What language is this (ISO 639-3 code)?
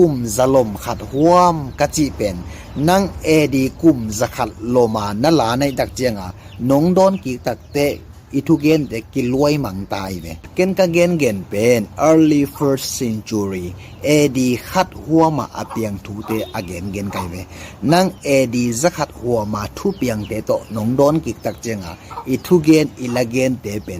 ctd